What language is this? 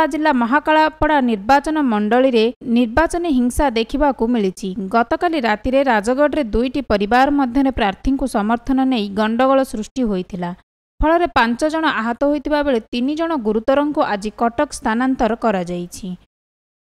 Odia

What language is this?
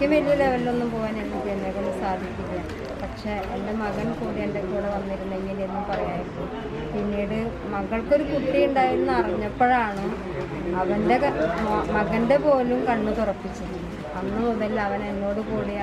Malayalam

